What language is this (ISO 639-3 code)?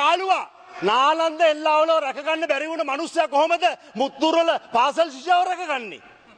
sin